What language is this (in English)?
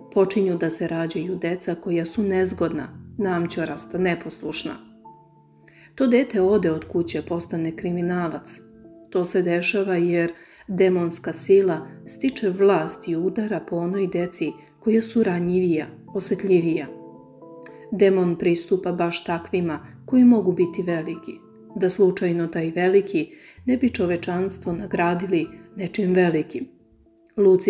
Serbian